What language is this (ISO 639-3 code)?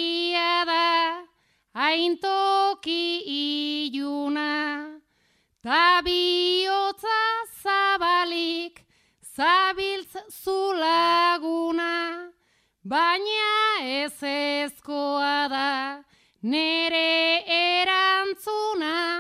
eus